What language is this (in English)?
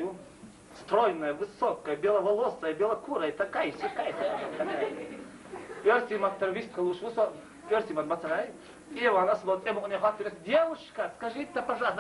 Chechen